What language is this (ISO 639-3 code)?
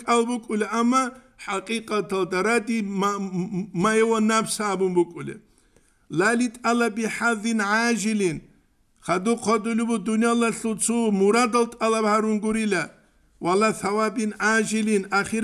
ava